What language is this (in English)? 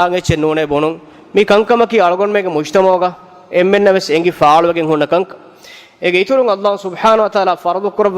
Divehi